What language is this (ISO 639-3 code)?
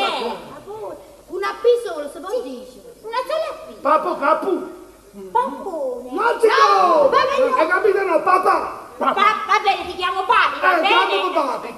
ita